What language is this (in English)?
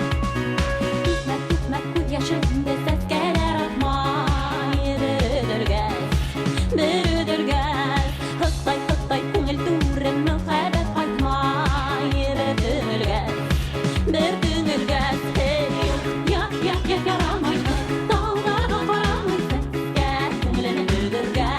Bashkir